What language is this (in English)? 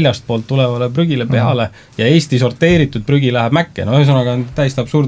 Estonian